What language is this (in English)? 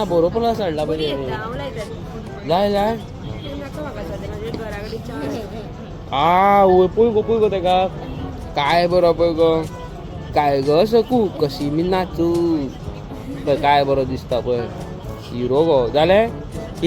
Konkani